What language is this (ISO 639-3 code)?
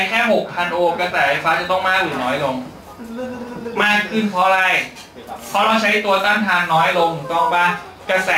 tha